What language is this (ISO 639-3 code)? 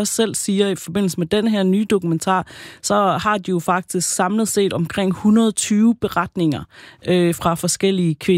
dan